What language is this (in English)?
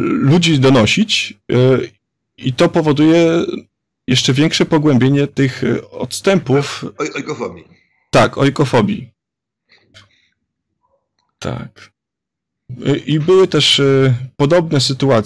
Polish